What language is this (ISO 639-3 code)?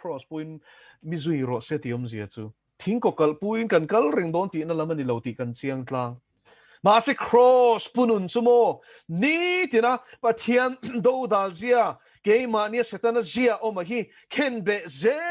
lus